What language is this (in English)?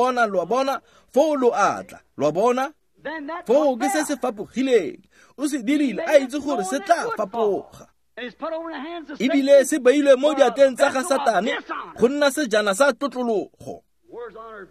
Tswana